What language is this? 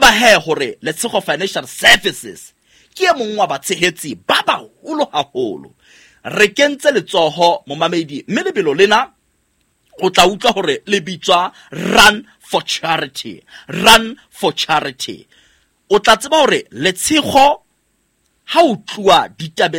Southern Sotho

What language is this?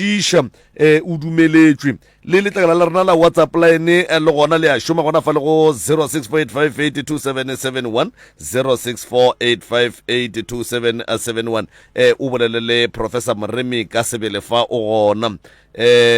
Northern Sotho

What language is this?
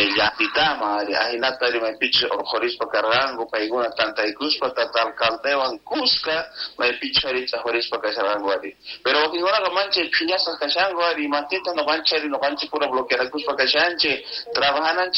Quechua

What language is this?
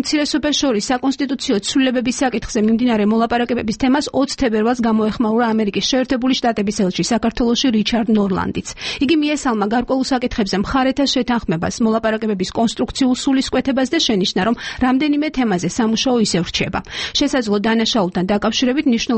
Georgian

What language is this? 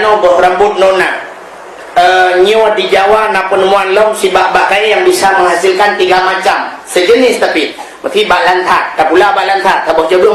Achinese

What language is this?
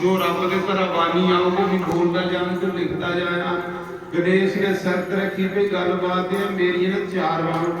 Dogri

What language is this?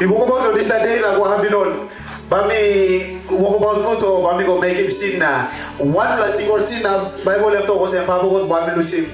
Tok Pisin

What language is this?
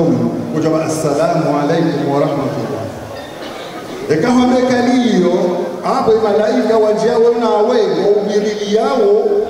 Swahili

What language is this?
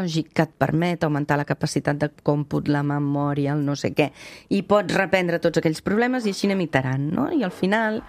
Catalan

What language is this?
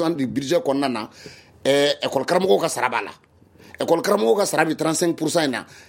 Bambara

